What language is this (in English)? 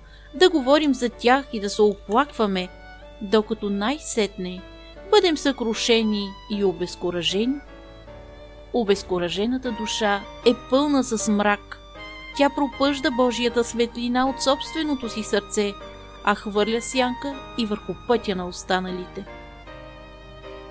Bulgarian